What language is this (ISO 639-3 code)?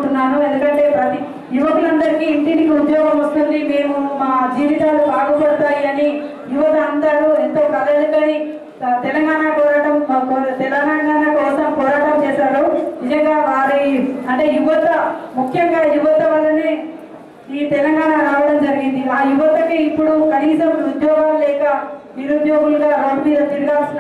tel